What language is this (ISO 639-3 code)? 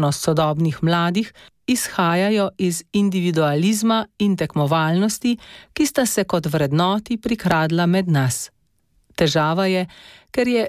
slv